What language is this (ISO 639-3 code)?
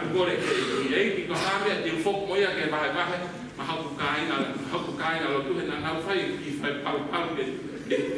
ton